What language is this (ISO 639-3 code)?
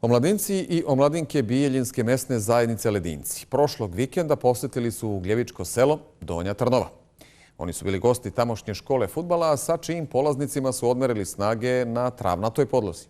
bos